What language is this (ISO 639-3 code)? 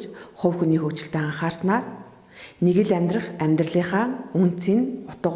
mon